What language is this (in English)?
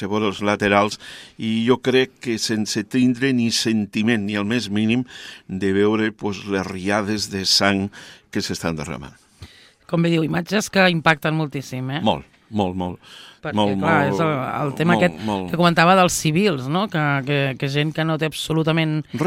Catalan